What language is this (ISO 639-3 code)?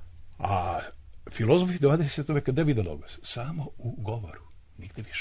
srp